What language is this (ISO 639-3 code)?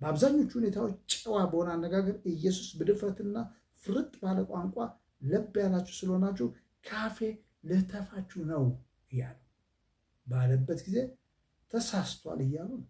amh